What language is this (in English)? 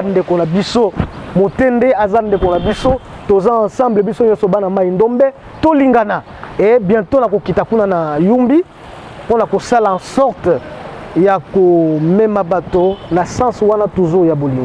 Lingala